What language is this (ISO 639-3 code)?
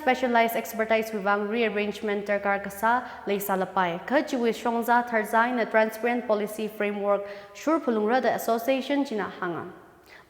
nmf